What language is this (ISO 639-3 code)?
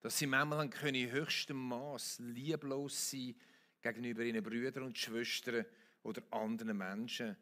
gsw